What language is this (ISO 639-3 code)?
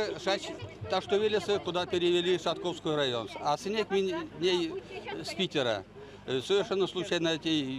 myv